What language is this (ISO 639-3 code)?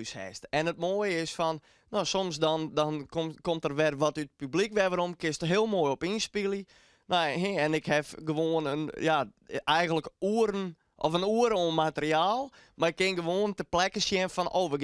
fry